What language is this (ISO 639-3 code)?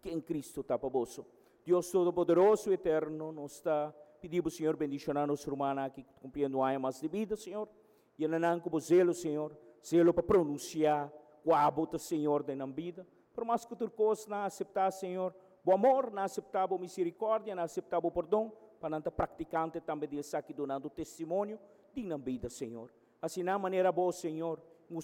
pap